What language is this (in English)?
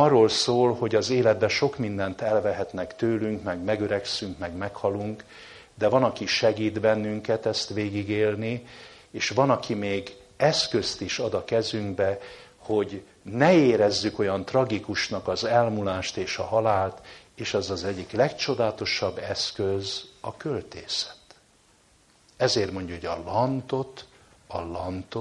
Hungarian